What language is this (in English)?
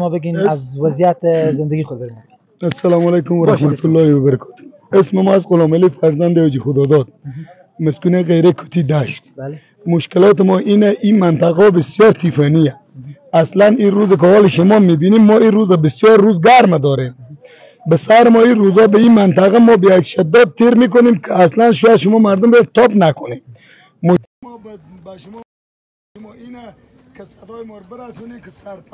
Persian